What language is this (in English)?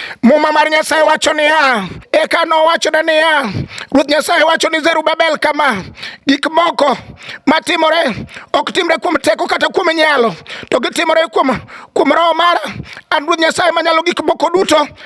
Luo (Kenya and Tanzania)